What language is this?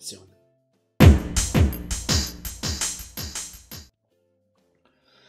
Italian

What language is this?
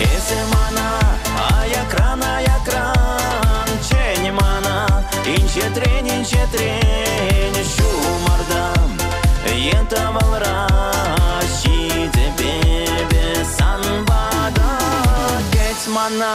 Chuvash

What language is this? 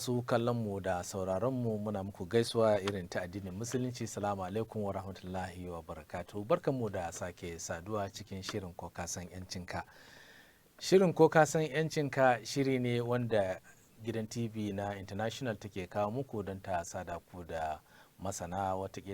Hausa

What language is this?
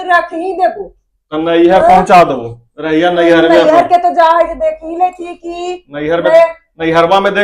Magahi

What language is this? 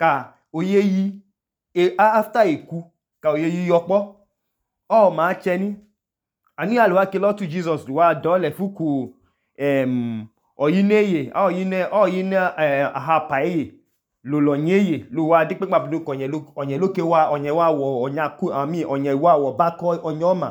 Idoma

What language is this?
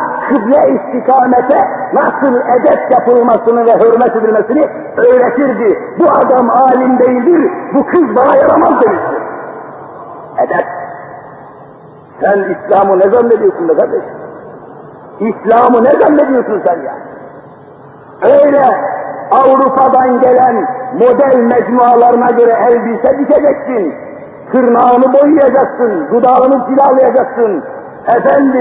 Turkish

